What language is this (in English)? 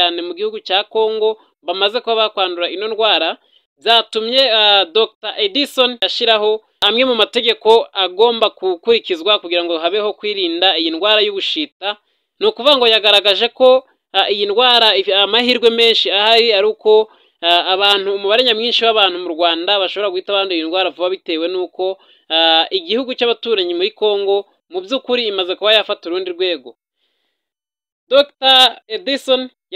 Kinyarwanda